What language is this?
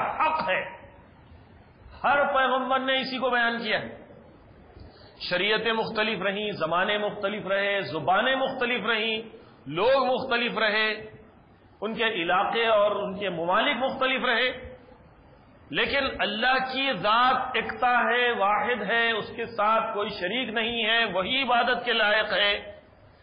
Urdu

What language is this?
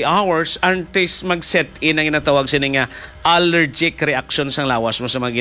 Hiligaynon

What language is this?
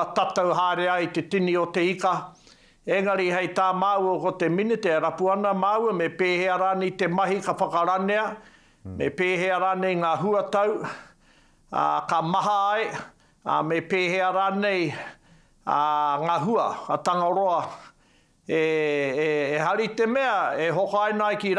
Māori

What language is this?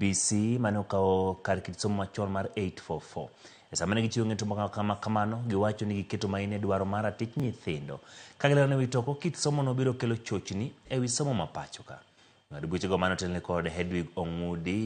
Luo (Kenya and Tanzania)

